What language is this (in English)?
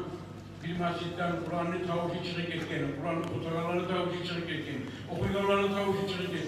Kumyk